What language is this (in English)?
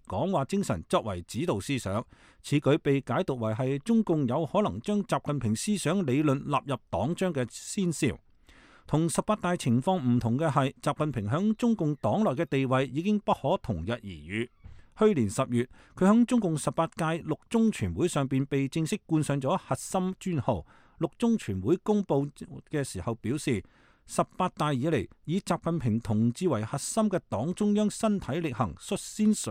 Cantonese